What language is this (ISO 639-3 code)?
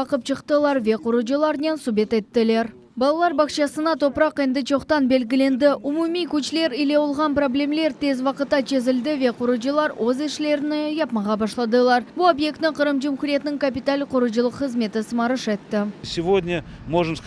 crh